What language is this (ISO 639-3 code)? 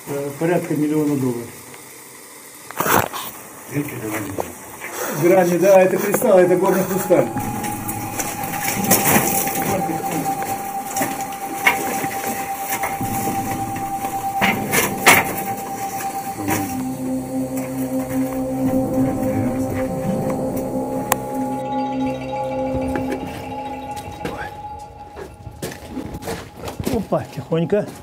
rus